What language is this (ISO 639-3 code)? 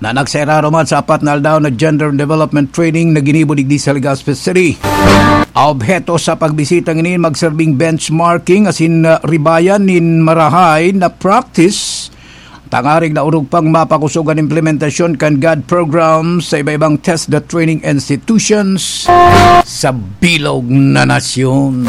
bik